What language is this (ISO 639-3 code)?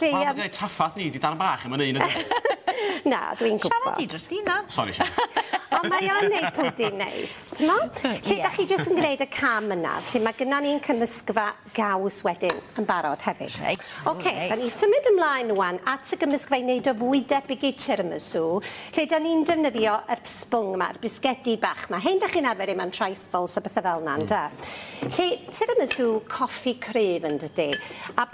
cym